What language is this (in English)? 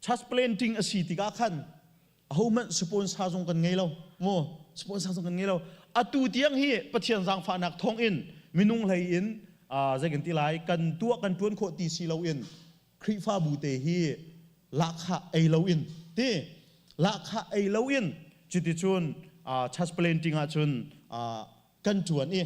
Hakha Chin